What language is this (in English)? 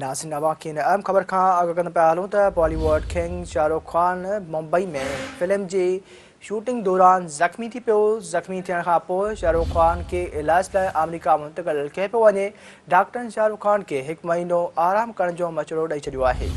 Sindhi